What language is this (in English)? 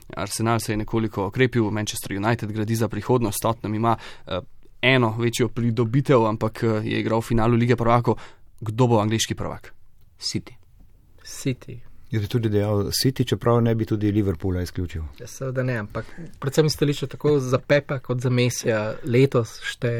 Slovenian